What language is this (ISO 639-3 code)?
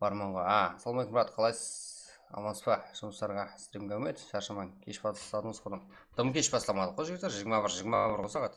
kaa